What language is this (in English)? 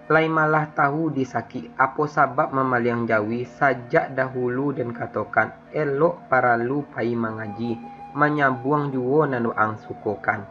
Minangkabau